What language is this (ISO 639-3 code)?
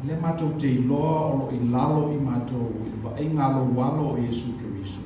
smo